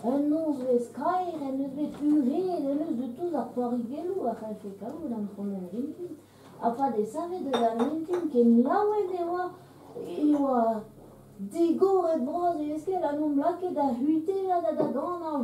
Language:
Breton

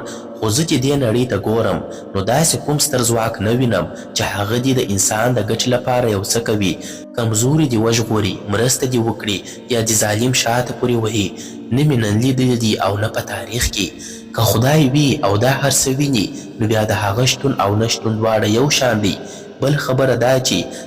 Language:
Pashto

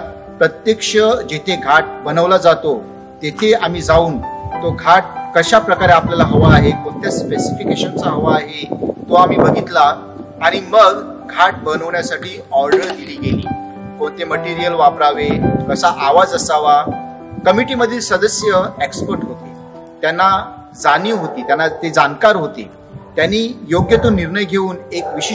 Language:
Marathi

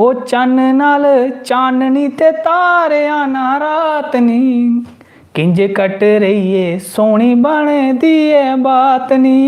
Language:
Dogri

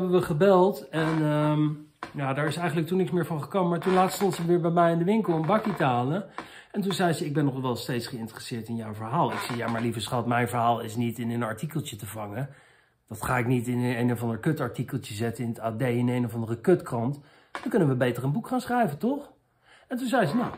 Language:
Dutch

